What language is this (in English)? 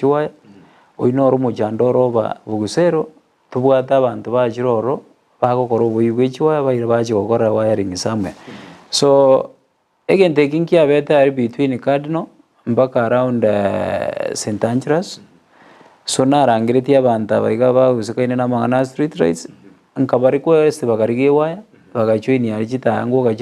Gusii